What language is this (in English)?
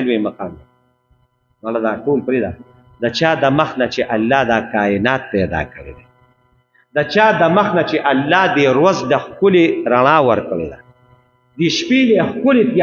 Pashto